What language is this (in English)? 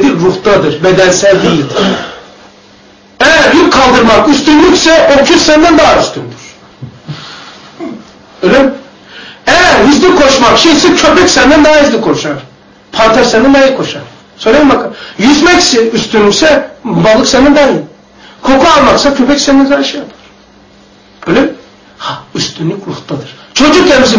Turkish